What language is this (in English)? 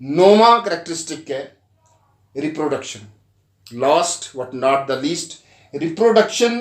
Dogri